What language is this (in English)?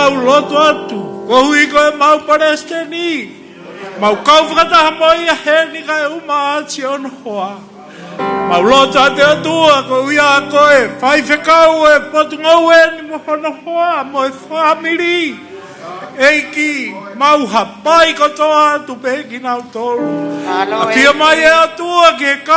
Tongan